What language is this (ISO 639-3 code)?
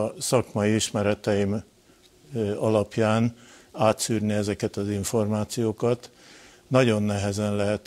hun